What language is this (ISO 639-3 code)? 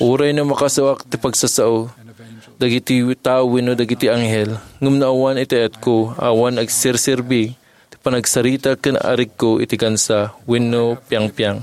ilo